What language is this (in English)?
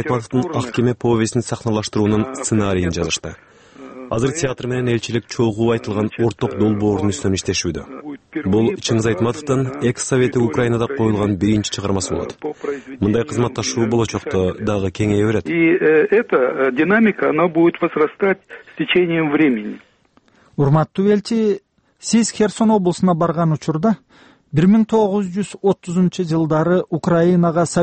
Kyrgyz